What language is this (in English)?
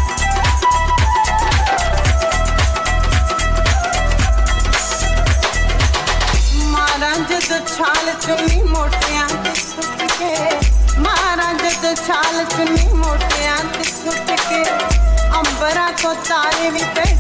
Punjabi